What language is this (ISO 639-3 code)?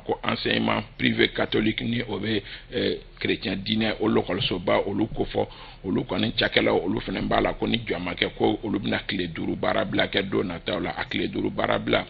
bam